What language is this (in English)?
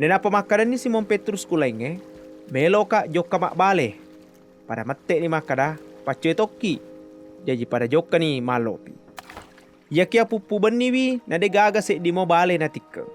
Buginese